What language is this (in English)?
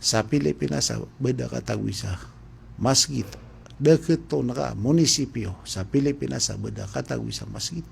Maranao